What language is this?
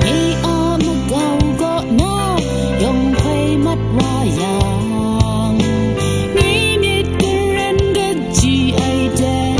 Kachin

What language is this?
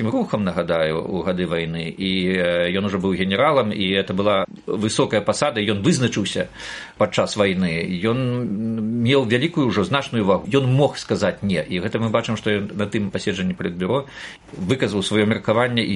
Belarusian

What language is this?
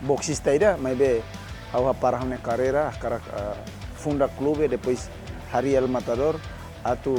Tetum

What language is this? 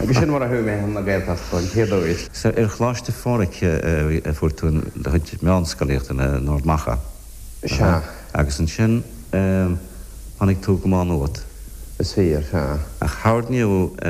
Irish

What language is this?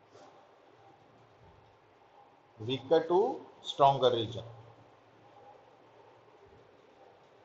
Punjabi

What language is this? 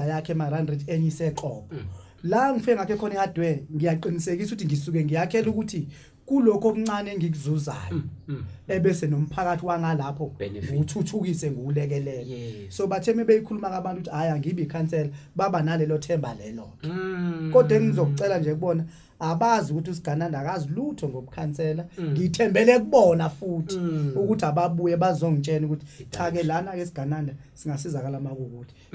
Zulu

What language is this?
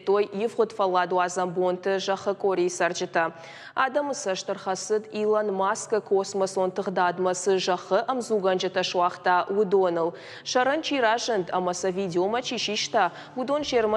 Ossetic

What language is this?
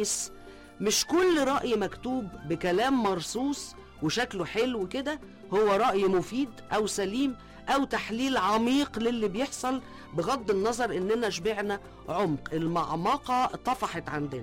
Egyptian Arabic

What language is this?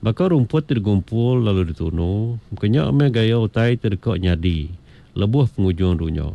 Iban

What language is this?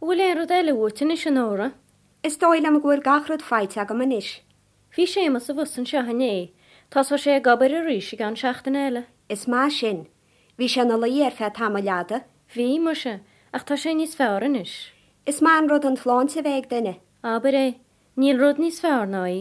Irish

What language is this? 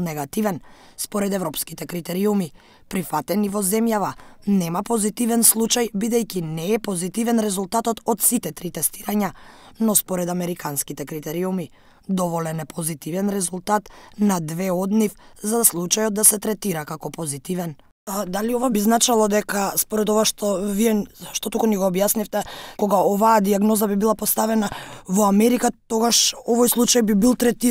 Macedonian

